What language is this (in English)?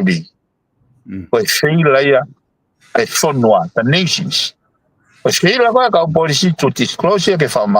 Tongan